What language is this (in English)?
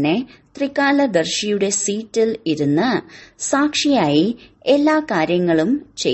Malayalam